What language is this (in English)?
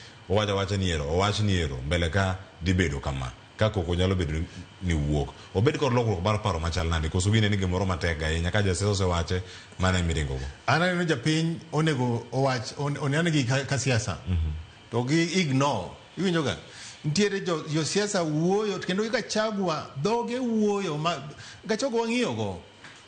Luo (Kenya and Tanzania)